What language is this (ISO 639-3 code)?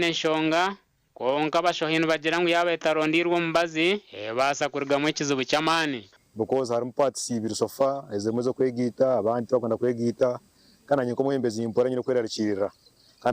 nyn